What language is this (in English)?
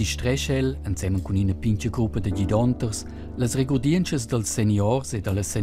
Romansh